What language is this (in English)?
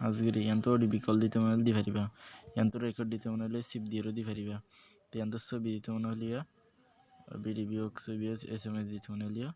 Rohingya